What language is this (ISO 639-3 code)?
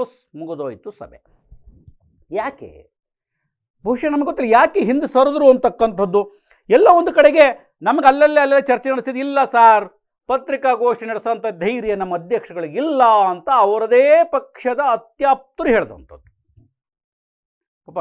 kan